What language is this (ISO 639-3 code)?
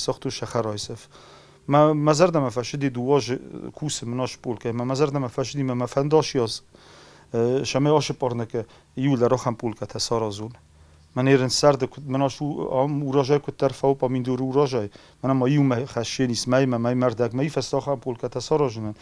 oss